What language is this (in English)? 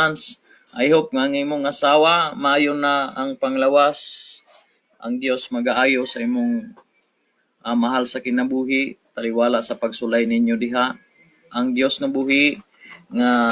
Cebuano